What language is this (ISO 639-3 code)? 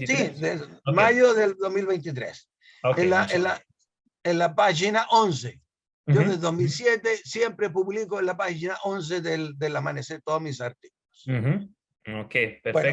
lad